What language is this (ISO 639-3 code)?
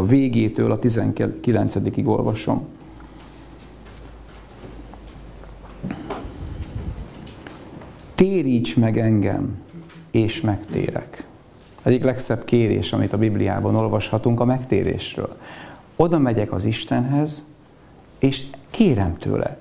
hun